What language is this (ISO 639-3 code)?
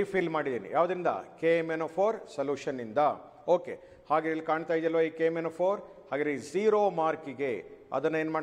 kan